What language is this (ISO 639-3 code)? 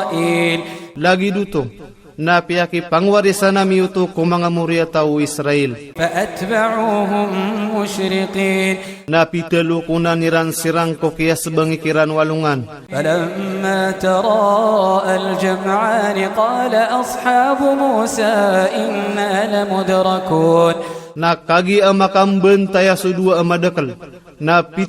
ilp